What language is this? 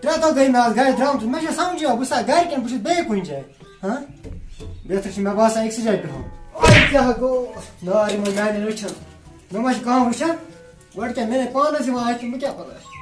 Kashmiri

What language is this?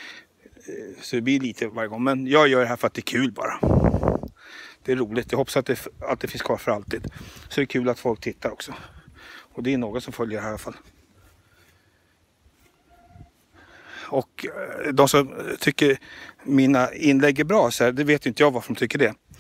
Swedish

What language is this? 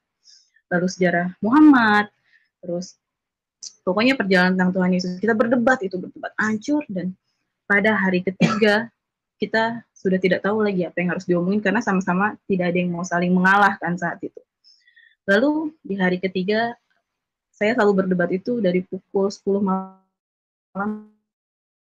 Indonesian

